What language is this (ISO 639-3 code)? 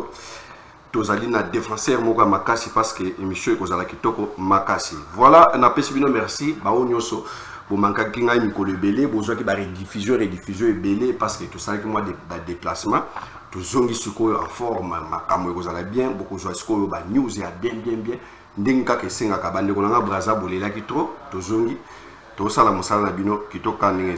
lin